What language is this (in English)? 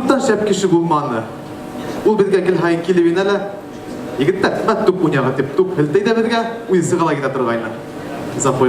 Bashkir